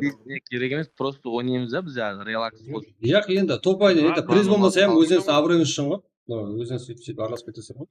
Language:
Kara-Kalpak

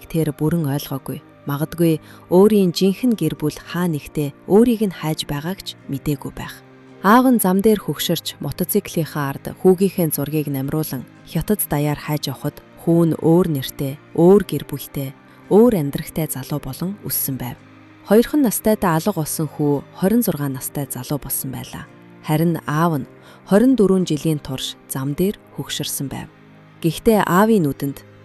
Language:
Mongolian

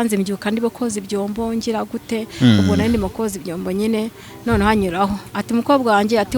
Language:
Kinyarwanda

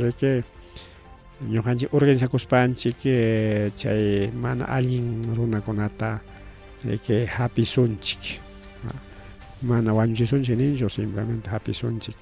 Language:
Ayacucho Quechua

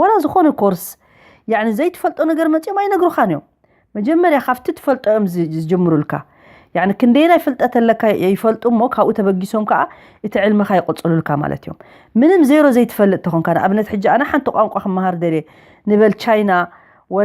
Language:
Tigrinya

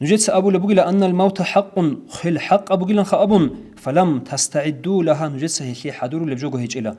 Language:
Avaric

